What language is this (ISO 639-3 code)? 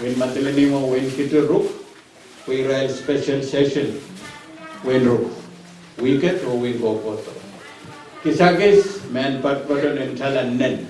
pon